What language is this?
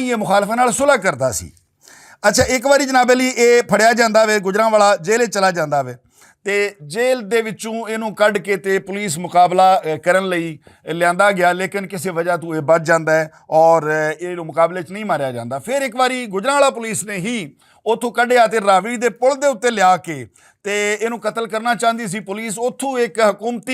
Western Panjabi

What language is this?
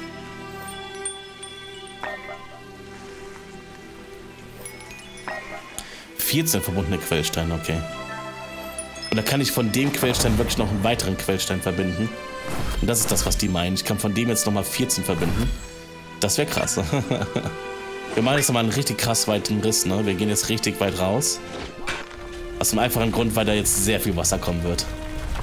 German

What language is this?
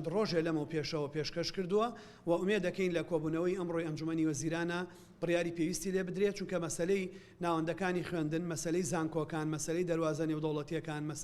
Central Kurdish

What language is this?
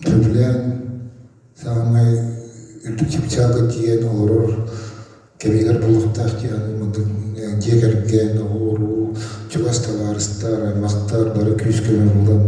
Yakut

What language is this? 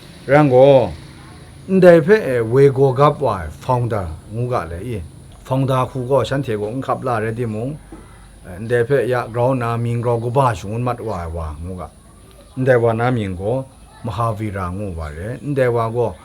Kachin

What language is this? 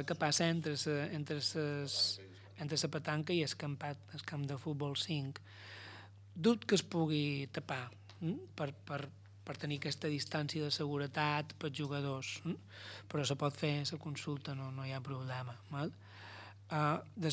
Catalan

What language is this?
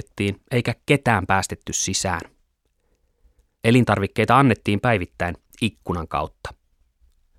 Finnish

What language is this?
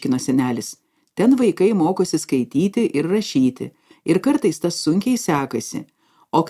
Lithuanian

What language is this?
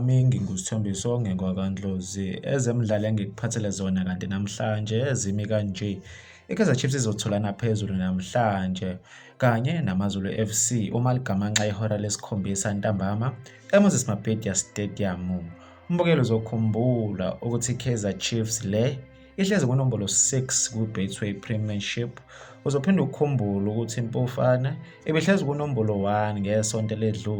Zulu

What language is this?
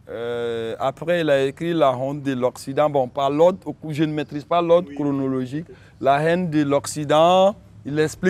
French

